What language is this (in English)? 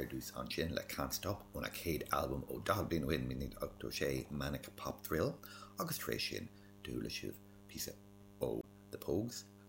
Irish